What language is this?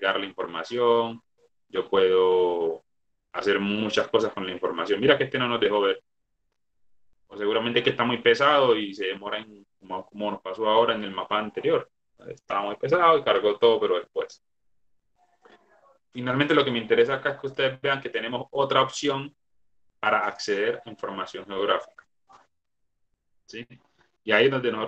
Spanish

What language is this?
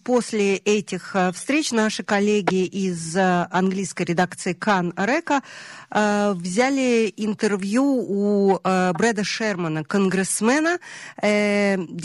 Russian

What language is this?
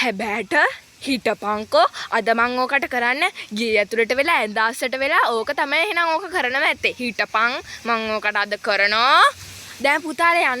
Sinhala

